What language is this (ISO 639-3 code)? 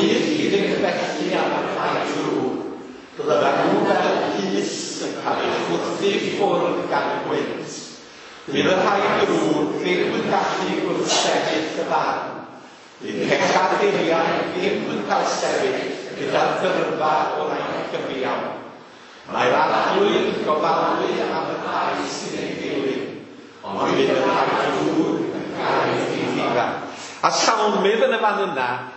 cym